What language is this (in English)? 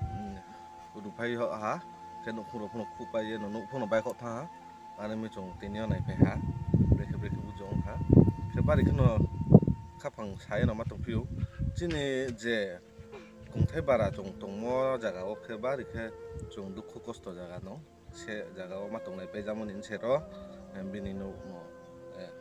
Riang (India)